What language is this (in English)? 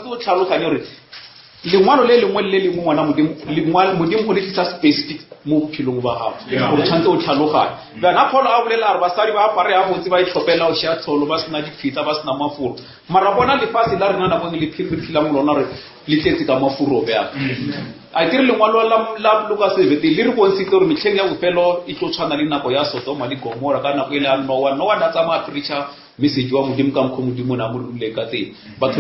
Northern Sotho